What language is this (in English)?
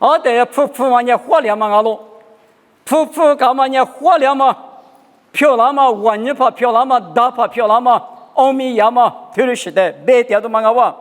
Lisu